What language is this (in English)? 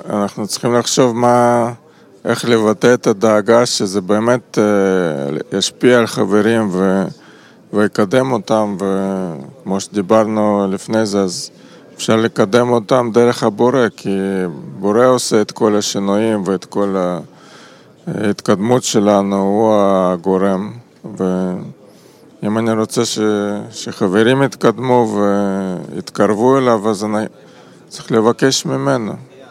Hebrew